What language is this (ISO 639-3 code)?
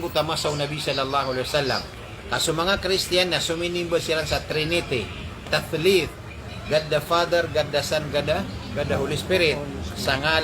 mrw